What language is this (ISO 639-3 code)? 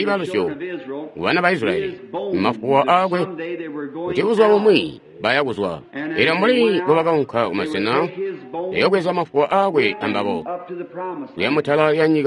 toi